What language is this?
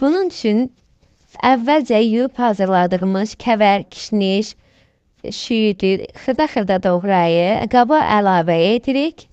Azerbaijani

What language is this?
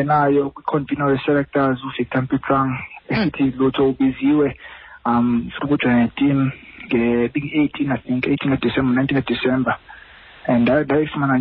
Xhosa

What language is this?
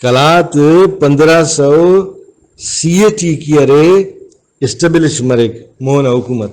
Brahui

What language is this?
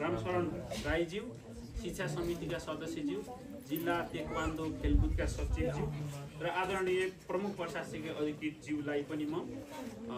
Nepali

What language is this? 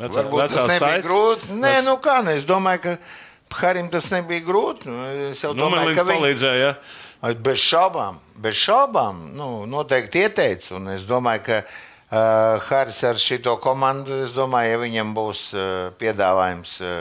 Latvian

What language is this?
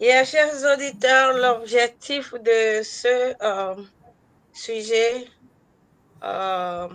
Ewe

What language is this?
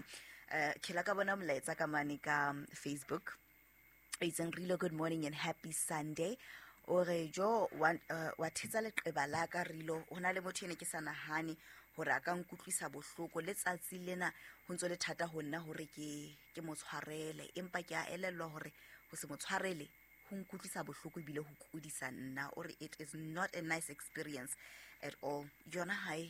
Southern Sotho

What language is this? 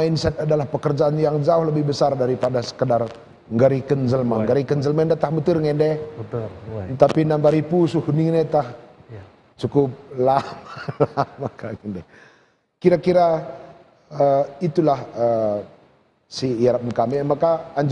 Batak Karo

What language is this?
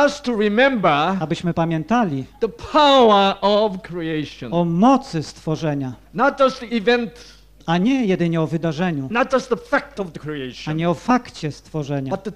Polish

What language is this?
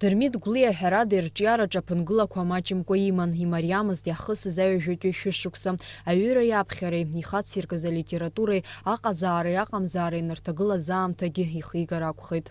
Abkhazian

